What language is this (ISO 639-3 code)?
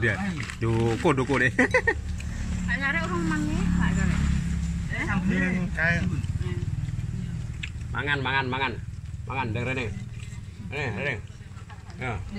jav